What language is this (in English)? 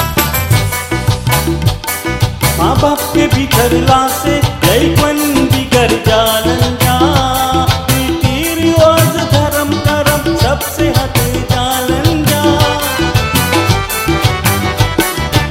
Bhojpuri